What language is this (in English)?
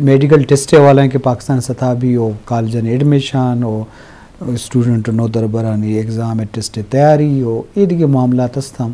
Eastern Balochi